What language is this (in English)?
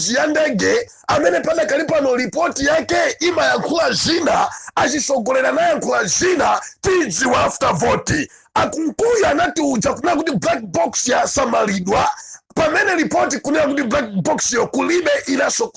Nyanja